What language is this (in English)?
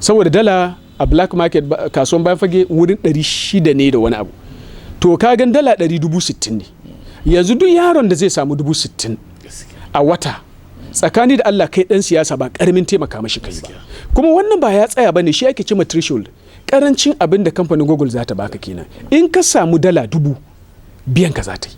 Hausa